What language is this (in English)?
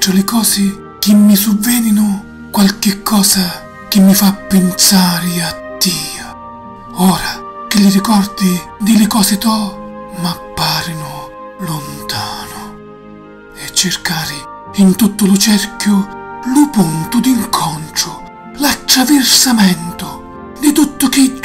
Sicilian